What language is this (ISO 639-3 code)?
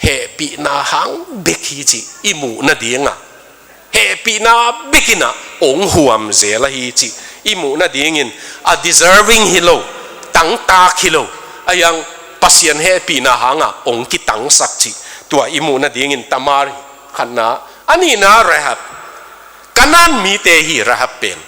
ctd